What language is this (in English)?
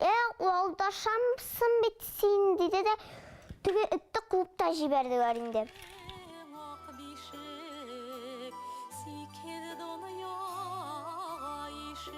Bashkir